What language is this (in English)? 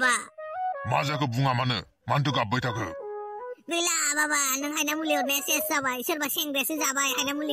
Bodo